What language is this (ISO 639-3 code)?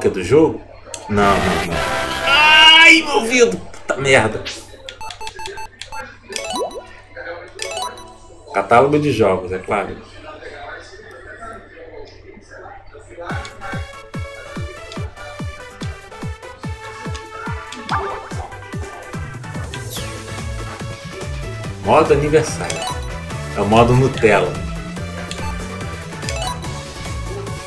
por